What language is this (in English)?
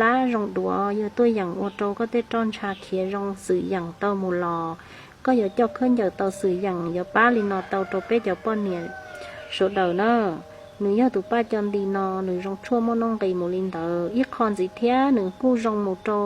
Hmong